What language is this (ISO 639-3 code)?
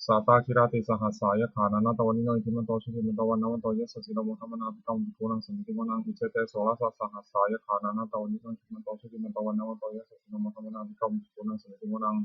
pli